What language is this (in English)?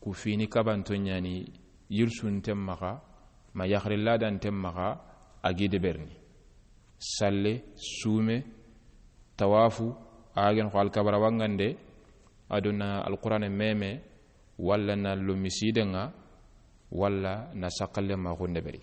Soninke